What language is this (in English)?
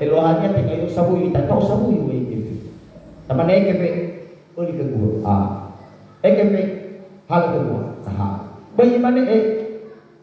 Nias